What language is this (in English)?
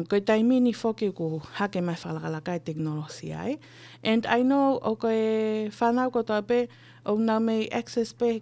Tongan